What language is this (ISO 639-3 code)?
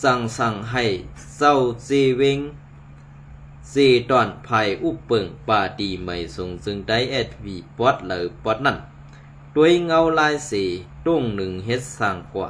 shn